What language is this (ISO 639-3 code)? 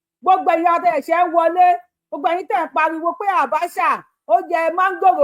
yor